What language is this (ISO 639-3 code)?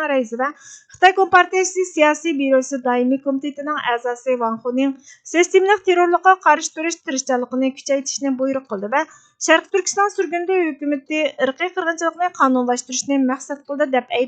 uig